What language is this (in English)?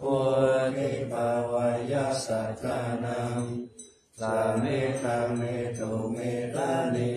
Pali